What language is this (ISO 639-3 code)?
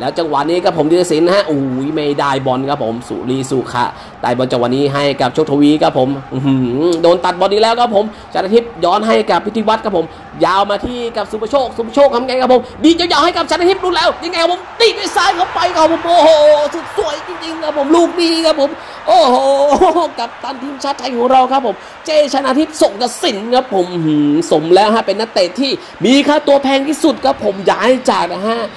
tha